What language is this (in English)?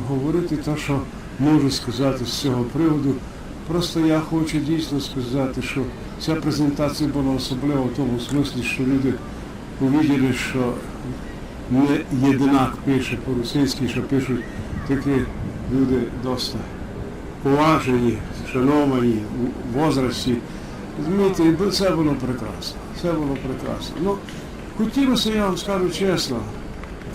Rusyn